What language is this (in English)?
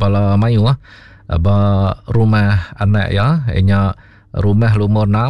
Iban